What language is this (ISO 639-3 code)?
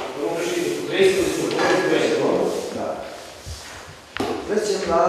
ron